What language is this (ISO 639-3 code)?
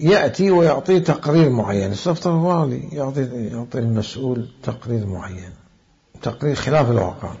acm